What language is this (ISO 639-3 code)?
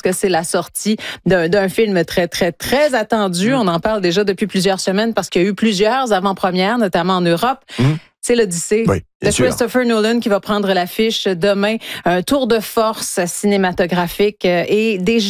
fra